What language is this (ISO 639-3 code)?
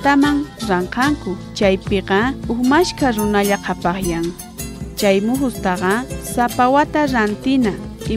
quh